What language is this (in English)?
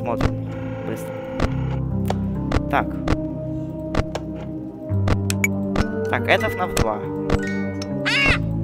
Russian